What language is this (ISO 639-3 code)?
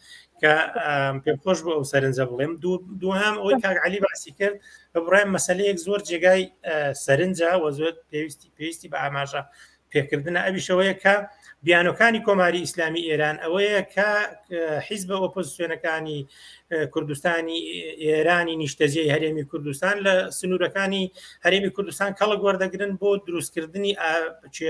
ckb